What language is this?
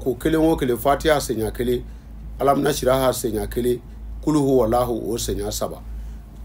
Bambara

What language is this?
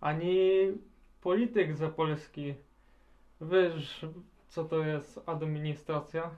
Silesian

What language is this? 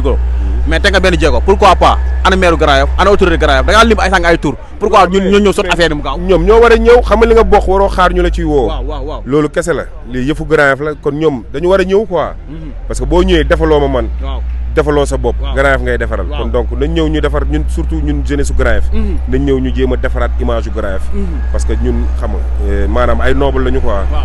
Wolof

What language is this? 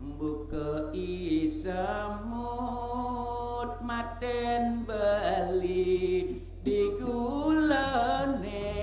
Balinese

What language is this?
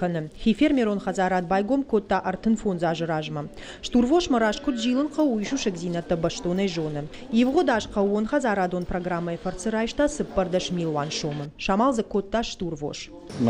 Ossetic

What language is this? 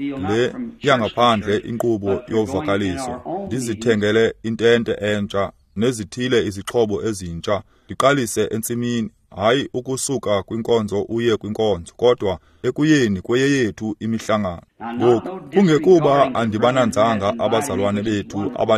Xhosa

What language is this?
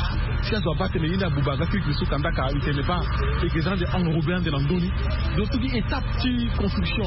Sango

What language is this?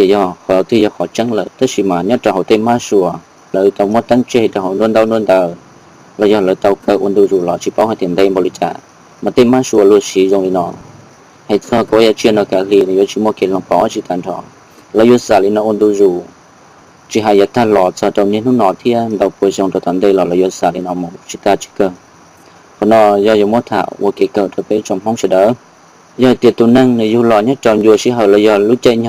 Hmong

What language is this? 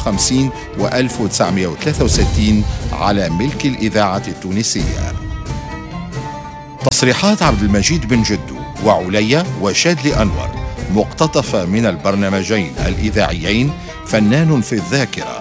Arabic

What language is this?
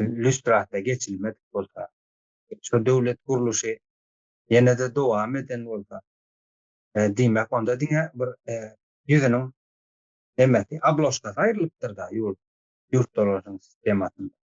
Turkmen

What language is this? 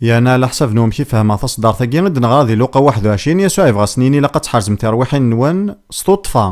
Kabyle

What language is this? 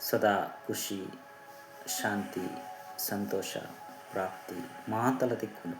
Tulu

